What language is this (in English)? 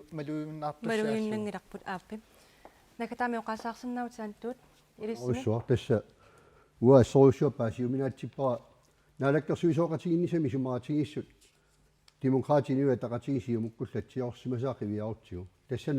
Kalaallisut